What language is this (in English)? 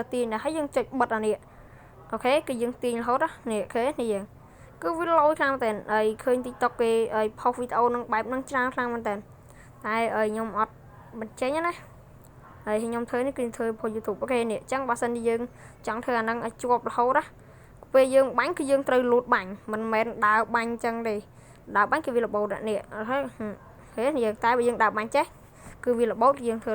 Khmer